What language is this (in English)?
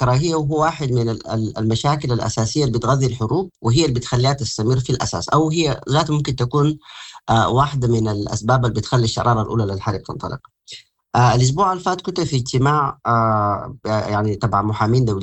Sudanese Arabic